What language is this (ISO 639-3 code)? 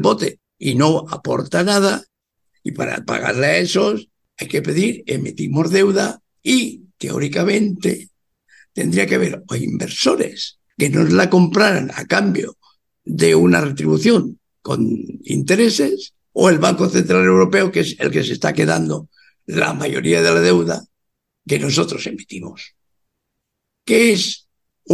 spa